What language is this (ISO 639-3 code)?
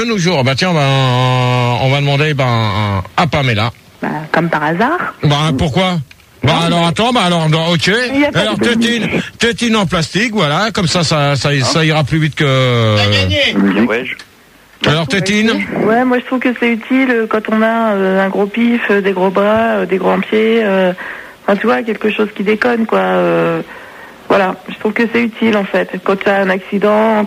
fra